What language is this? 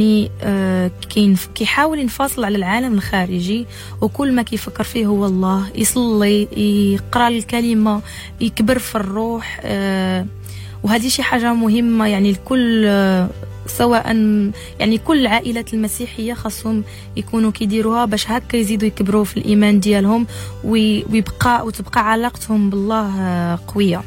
Moroccan Arabic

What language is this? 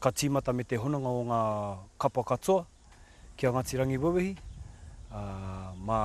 Māori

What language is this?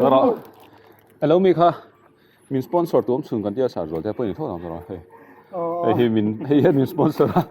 Mizo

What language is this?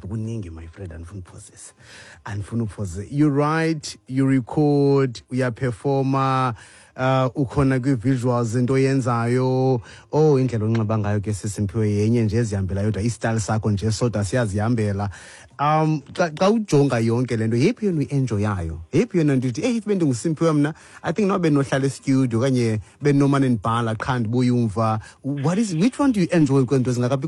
Xhosa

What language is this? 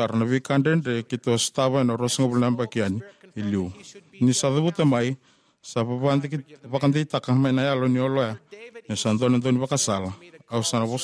Fijian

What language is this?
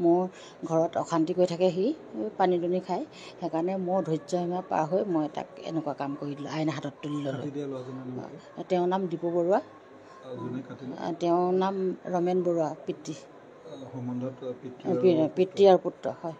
Assamese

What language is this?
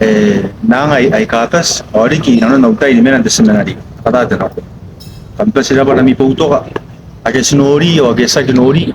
Gilbertese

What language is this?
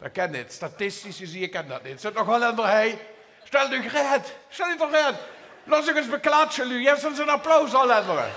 Limburgish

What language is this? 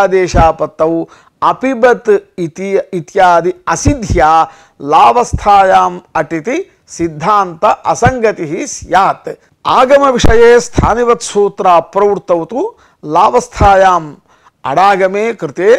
Sanskrit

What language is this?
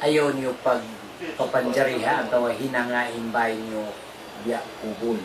Tausug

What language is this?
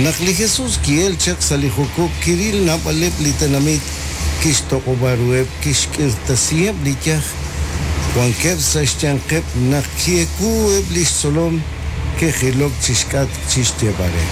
Kekchí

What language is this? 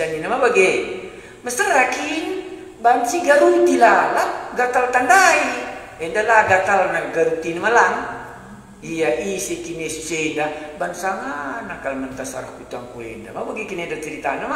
Batak Karo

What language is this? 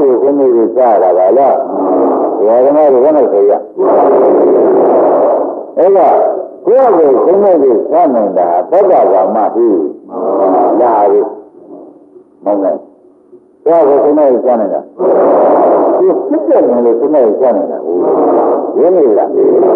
Burmese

